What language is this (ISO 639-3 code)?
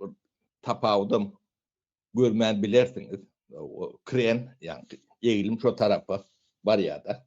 tuk